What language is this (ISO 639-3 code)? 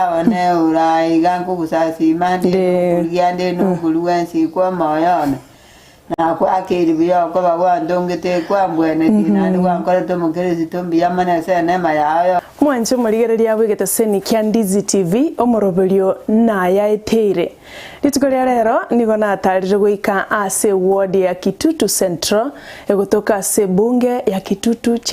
guz